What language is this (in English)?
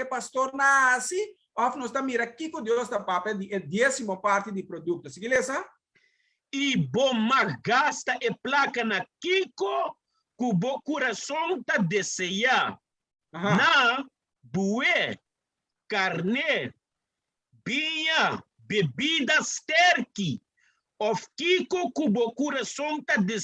Papiamento